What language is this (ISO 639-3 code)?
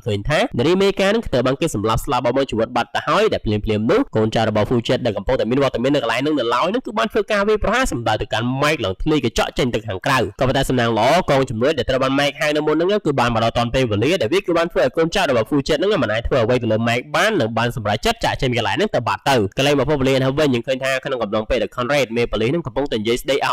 khm